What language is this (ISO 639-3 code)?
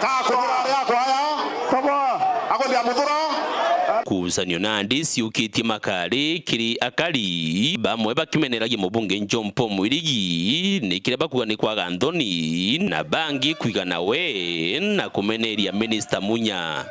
mer